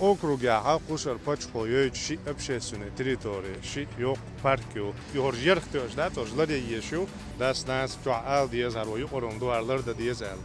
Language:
Chechen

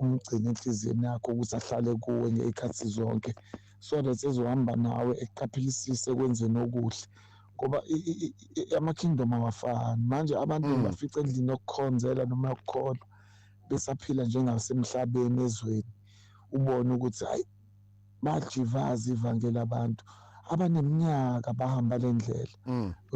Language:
Zulu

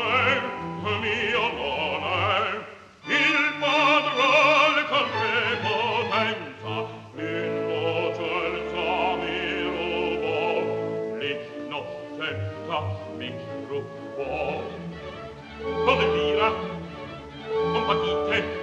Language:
Italian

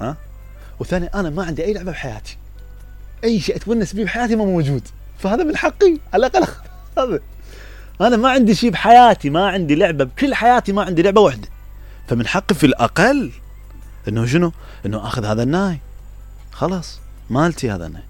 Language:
Mesopotamian Arabic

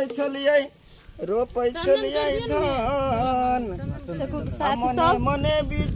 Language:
Maithili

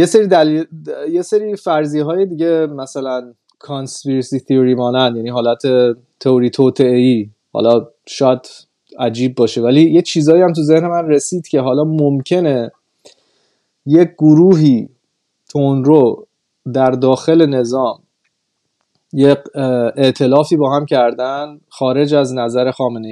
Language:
Persian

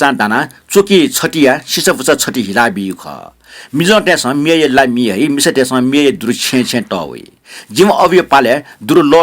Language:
Newari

